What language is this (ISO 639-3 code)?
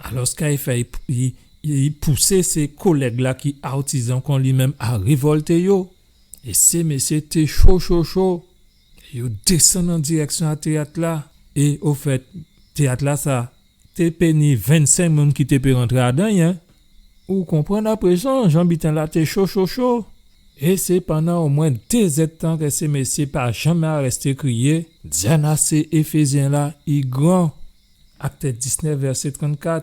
gcf